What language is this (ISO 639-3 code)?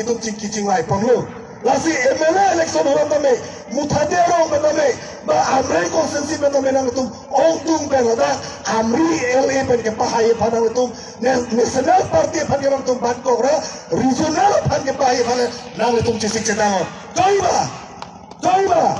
mjw